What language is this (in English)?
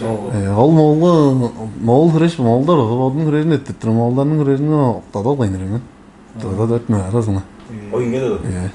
Tuvinian